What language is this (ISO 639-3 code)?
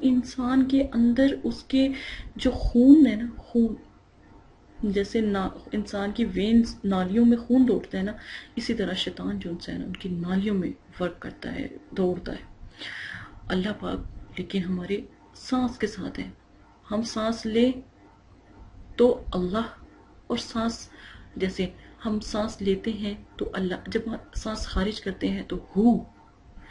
urd